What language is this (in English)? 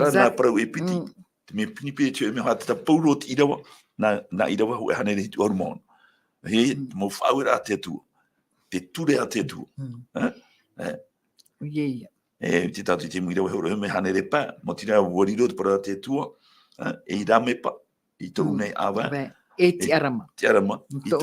Tahitian